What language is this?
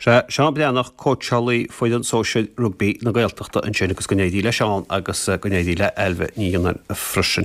Irish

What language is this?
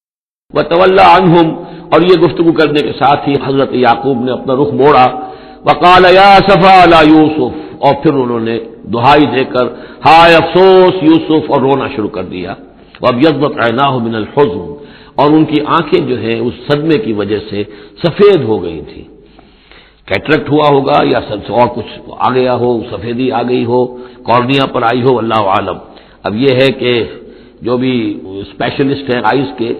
Urdu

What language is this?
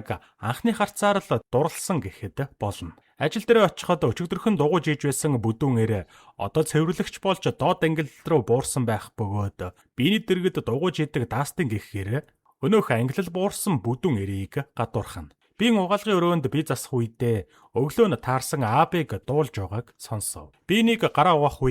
Mongolian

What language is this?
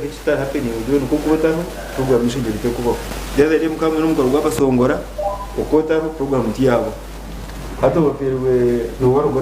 Nyankole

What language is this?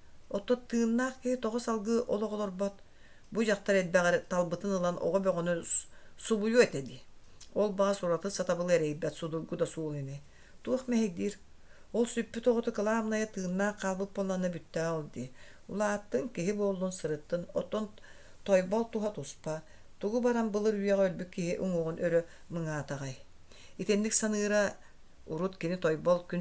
Yakut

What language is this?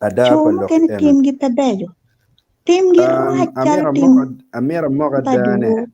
Acoli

